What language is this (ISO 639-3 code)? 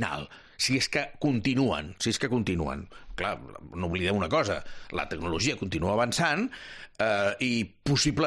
cat